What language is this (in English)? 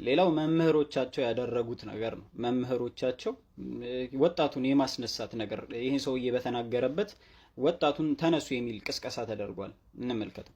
Amharic